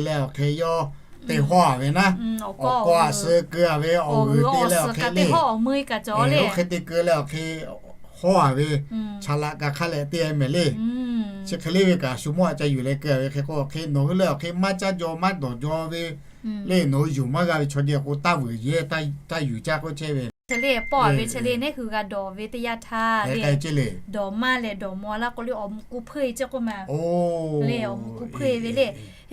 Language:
Lahu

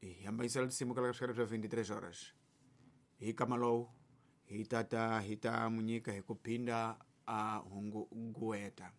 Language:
Tsonga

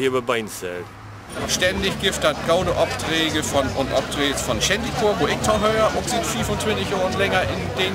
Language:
Low German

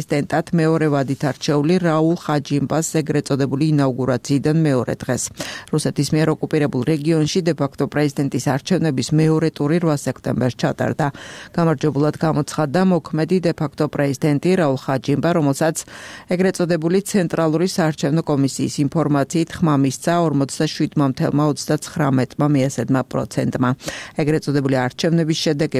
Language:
Georgian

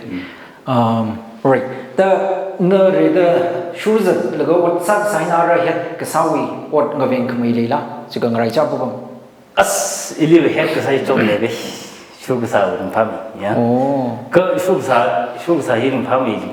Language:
Tangkhul Naga (India)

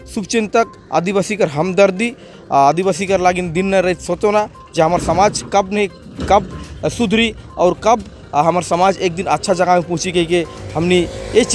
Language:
Sadri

